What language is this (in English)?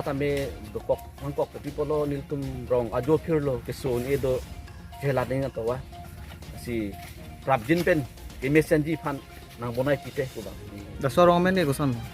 Karbi